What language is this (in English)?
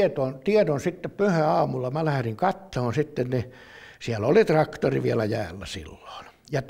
Finnish